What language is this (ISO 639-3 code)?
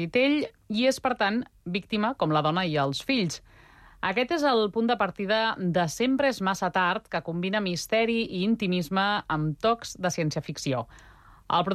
cat